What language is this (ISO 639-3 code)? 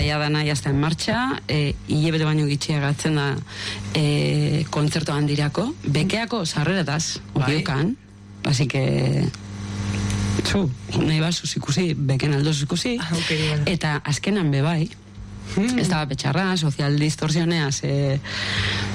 eus